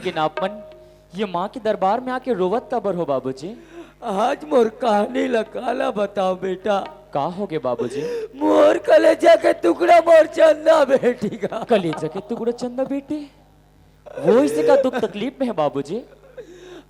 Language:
Chhattisgarhi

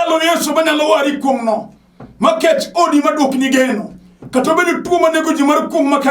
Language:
Luo (Kenya and Tanzania)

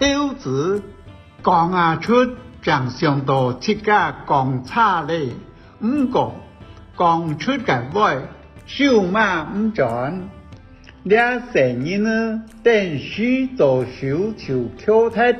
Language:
Hakka Chinese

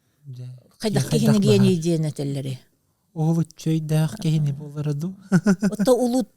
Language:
Yakut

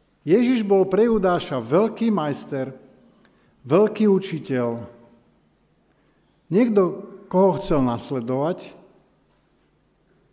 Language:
Slovak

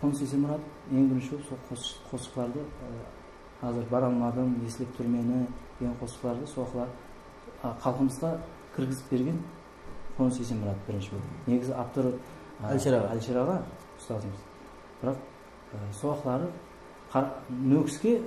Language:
Kara-Kalpak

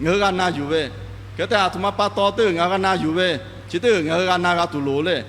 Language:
Lahu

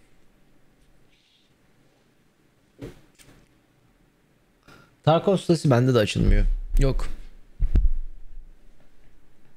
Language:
Turkish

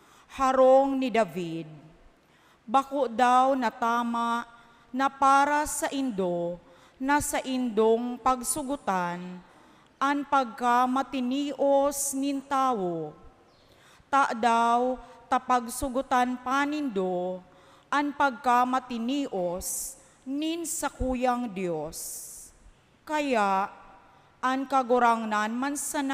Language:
Bikol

